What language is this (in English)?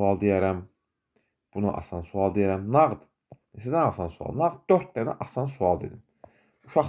Azerbaijani